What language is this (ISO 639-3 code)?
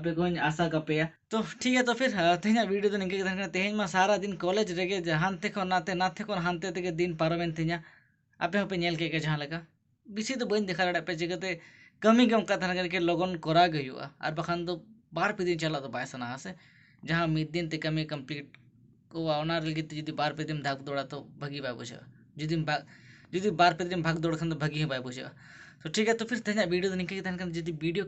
sat